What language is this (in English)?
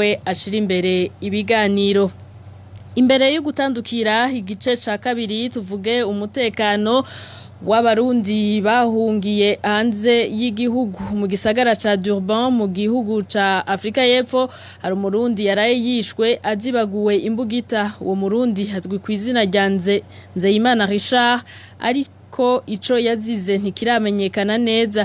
Rundi